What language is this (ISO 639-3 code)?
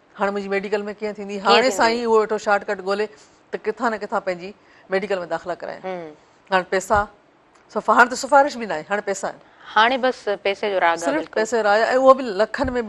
snd